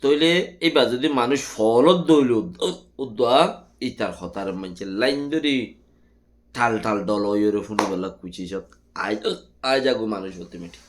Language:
Rohingya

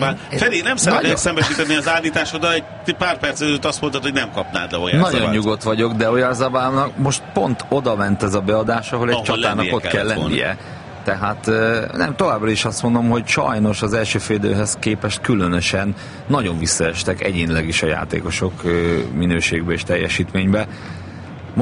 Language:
Hungarian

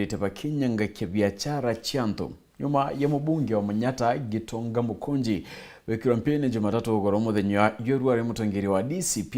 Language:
Meru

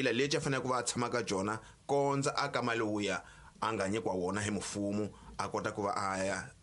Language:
Tsonga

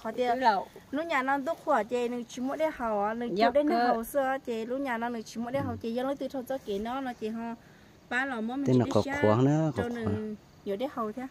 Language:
Hmong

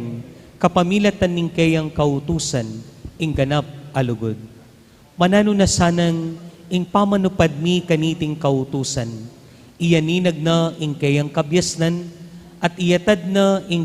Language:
Pampanga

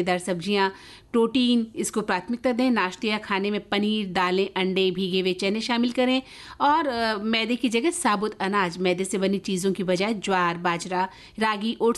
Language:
Hindi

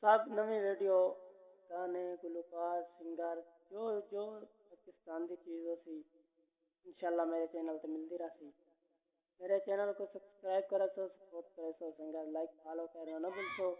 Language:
Saraiki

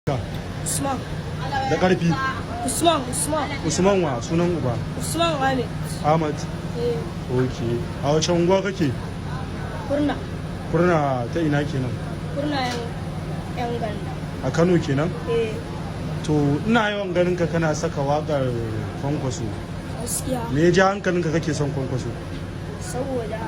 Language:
Hausa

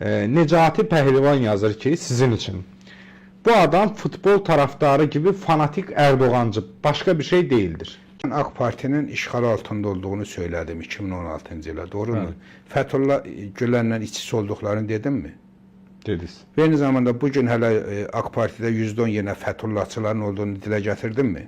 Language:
Azerbaijani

